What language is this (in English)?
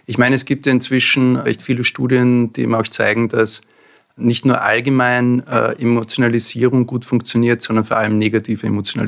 German